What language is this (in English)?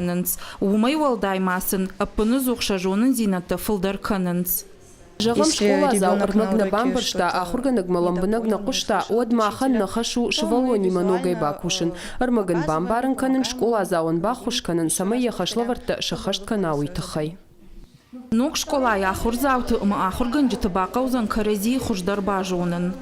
Ossetic